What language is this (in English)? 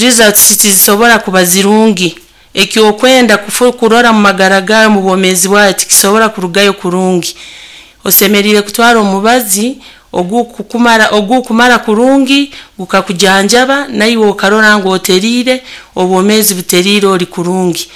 Nyankole